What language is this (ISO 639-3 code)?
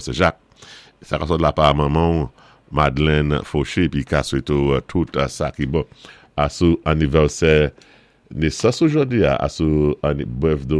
acf